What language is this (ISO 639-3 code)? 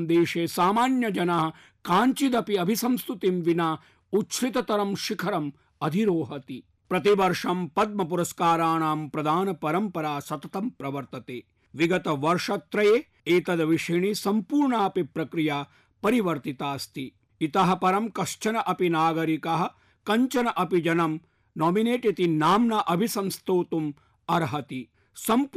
san